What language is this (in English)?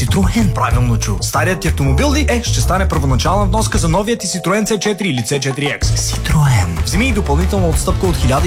Bulgarian